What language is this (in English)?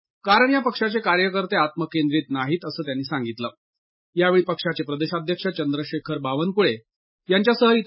Marathi